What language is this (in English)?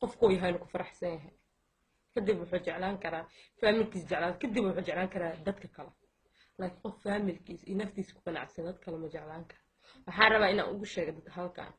Somali